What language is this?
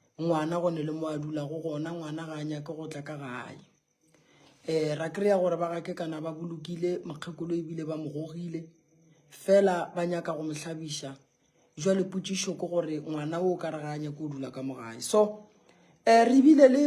Northern Sotho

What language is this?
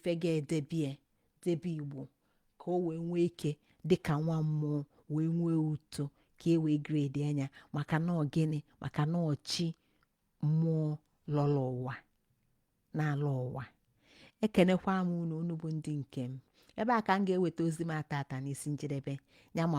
Igbo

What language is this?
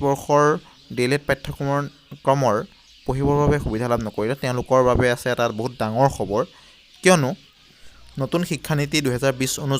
Assamese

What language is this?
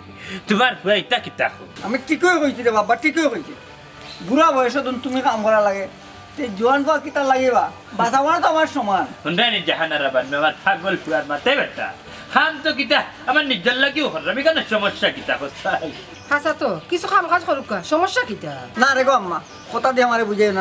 Sylheti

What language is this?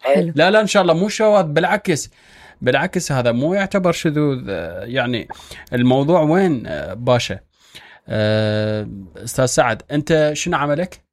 Mesopotamian Arabic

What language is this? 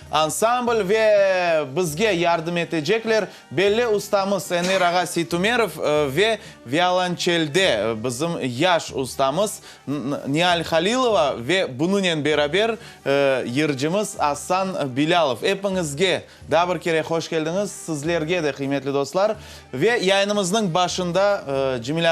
Crimean Tatar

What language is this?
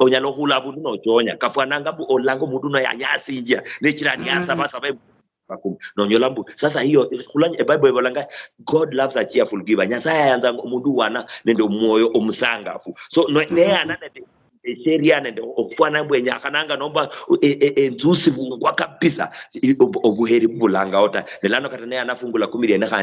Luyia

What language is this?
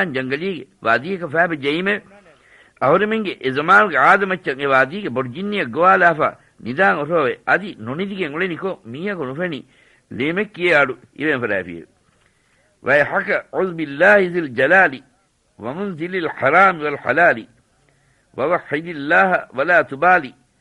Divehi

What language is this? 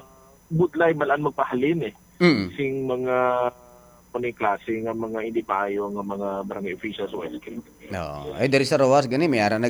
Hiligaynon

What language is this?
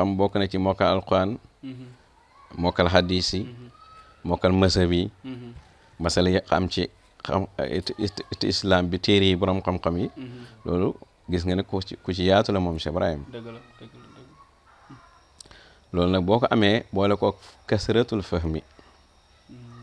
Wolof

